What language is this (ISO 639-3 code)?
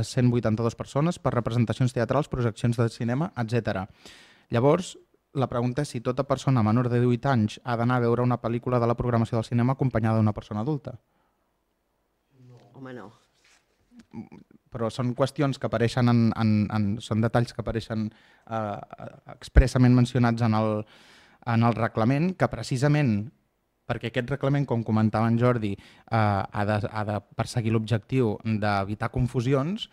cat